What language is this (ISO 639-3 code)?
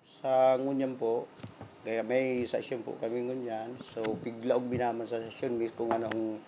bik